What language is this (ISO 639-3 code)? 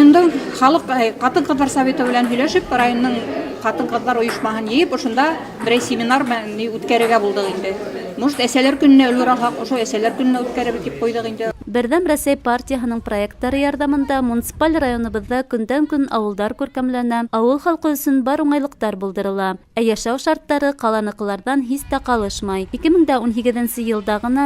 bak